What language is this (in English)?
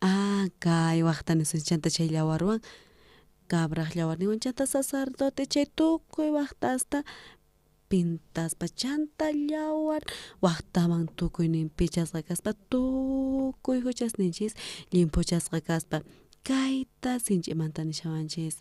South Bolivian Quechua